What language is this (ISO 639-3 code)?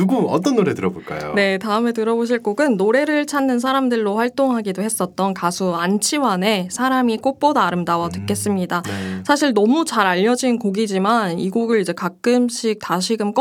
kor